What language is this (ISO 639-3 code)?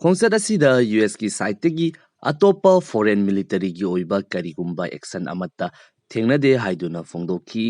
mni